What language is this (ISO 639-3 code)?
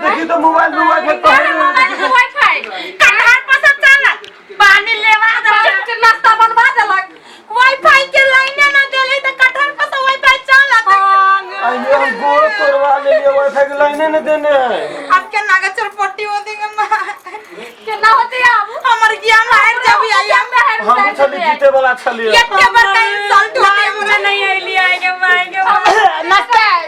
mai